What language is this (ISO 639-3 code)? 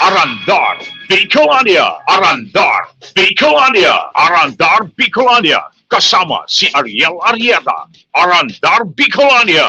bik